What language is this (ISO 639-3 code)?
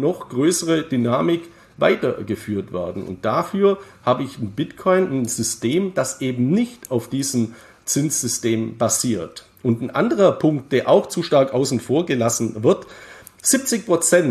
deu